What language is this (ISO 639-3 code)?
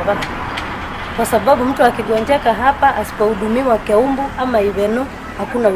guz